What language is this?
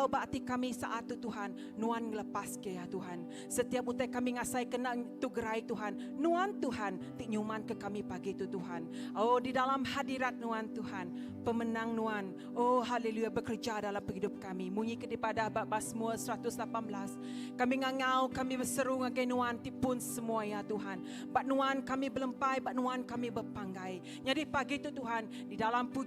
Iban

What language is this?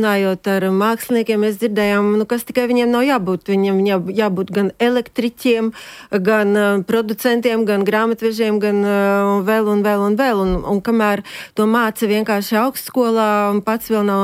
Latvian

